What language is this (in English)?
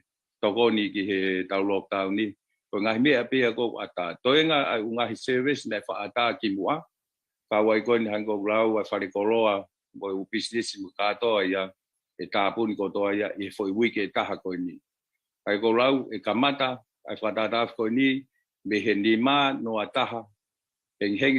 Tongan